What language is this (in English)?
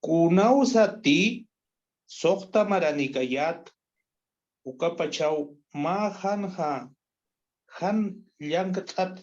Aymara